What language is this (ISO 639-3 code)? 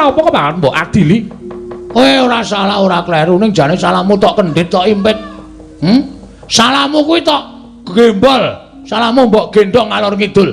jav